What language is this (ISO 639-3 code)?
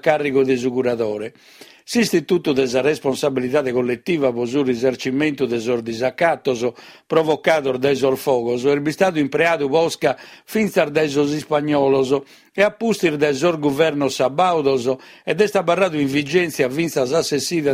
srd